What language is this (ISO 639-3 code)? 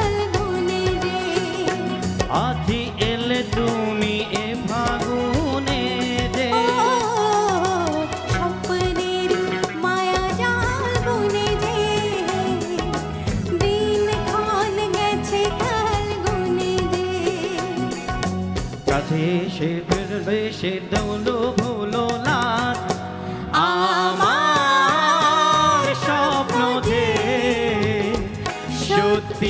ben